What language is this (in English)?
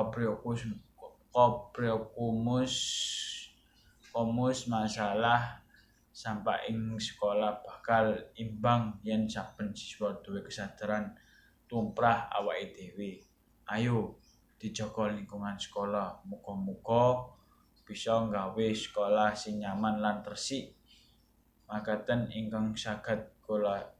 Javanese